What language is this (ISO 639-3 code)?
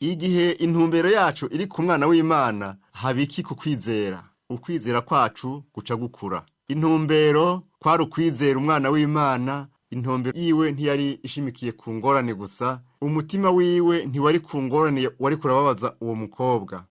run